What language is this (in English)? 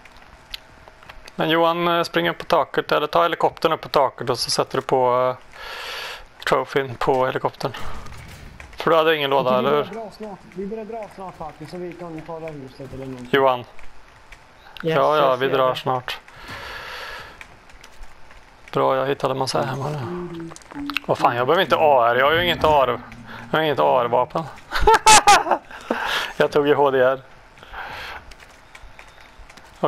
Swedish